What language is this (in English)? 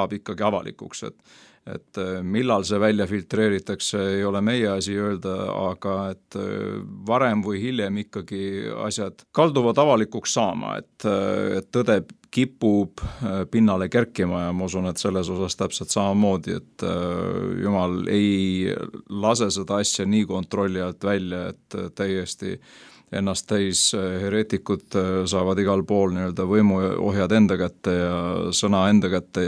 Estonian